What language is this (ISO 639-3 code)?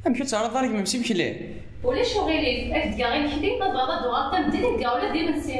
kab